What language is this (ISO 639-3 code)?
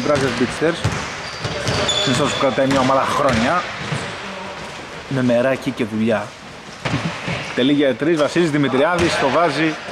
ell